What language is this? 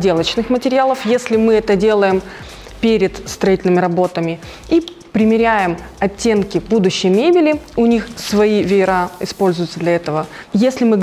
Russian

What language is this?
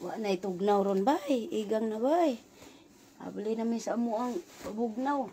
Cebuano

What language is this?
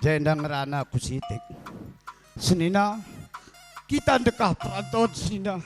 Batak Karo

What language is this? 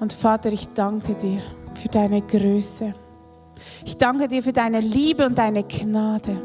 Swiss German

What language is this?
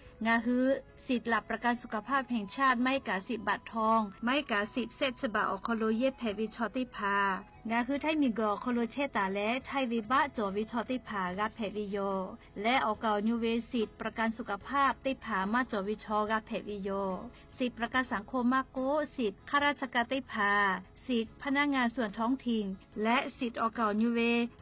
Lahu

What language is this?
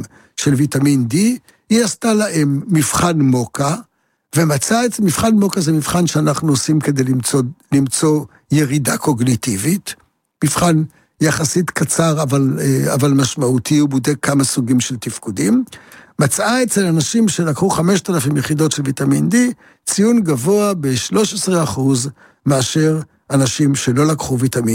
Hebrew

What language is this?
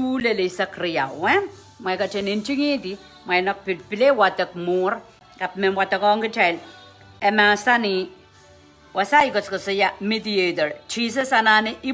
Pohnpeian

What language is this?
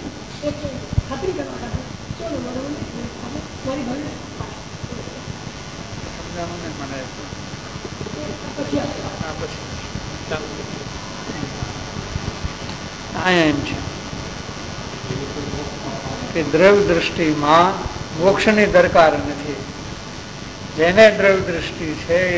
Gujarati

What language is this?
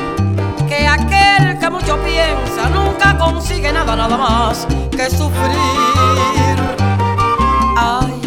Spanish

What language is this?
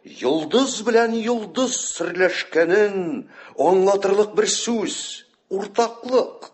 Tatar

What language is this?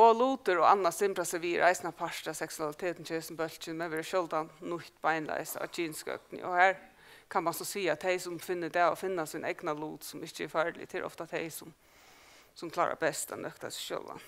Faroese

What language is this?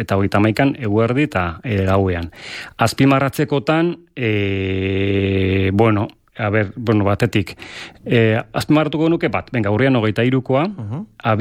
Basque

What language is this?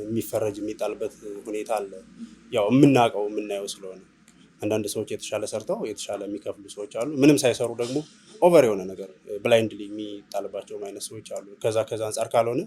Amharic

